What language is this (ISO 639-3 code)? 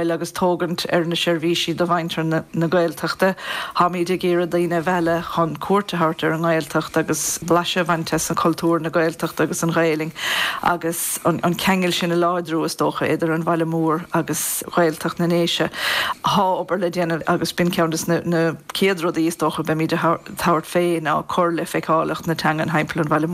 gle